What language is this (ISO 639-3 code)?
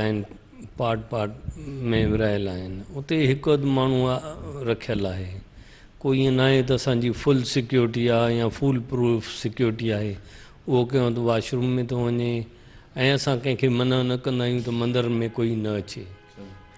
snd